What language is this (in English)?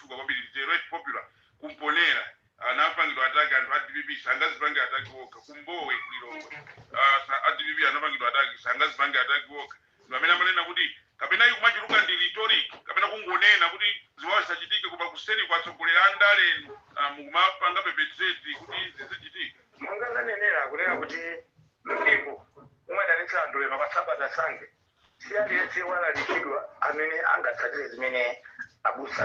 Nyanja